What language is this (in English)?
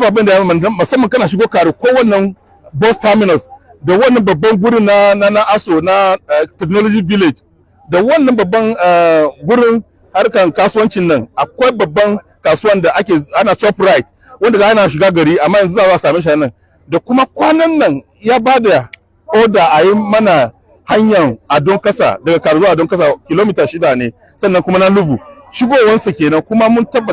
Hausa